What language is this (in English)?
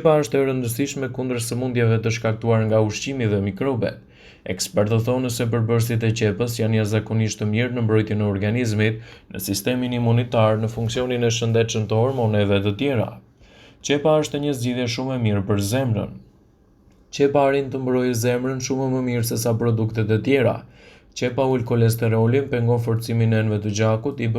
Albanian